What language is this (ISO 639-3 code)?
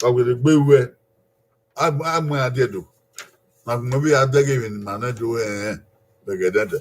bin